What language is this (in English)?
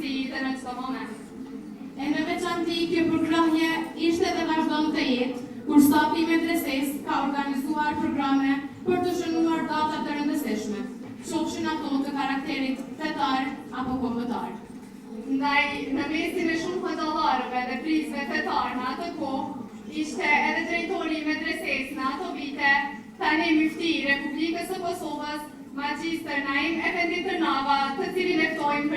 Albanian